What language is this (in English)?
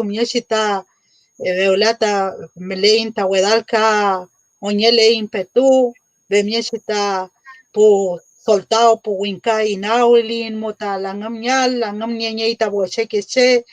Mapuche